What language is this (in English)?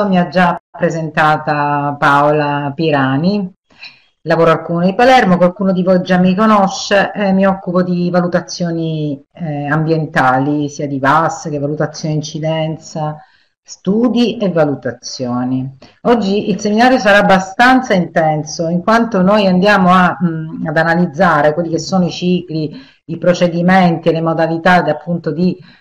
Italian